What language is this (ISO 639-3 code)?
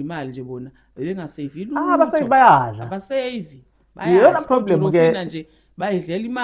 zul